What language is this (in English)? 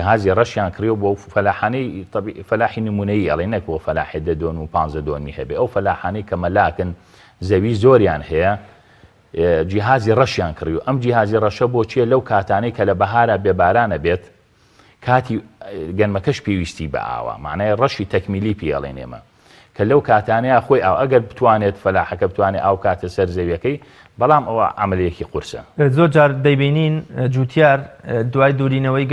Central Kurdish